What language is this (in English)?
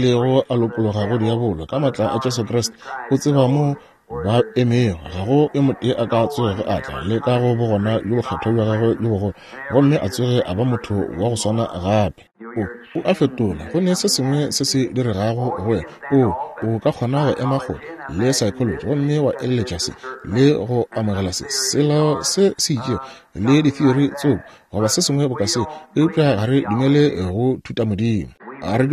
Northern Sotho